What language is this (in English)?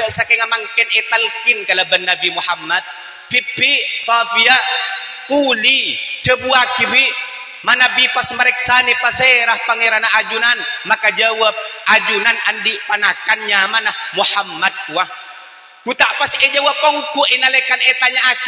Madurese